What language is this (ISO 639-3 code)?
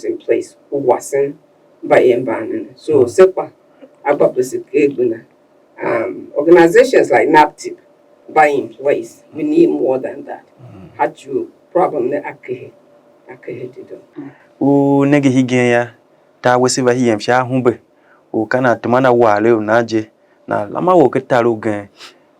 tiv